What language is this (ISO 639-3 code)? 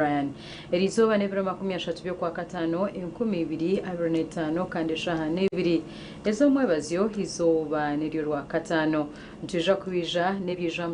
nyn